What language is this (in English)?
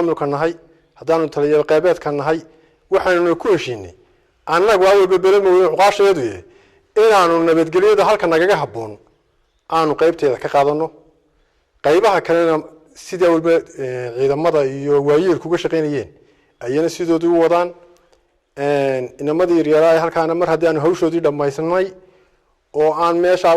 Somali